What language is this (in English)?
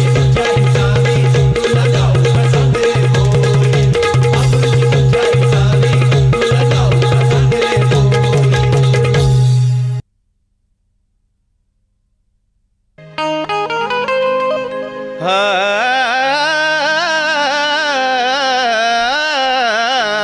Marathi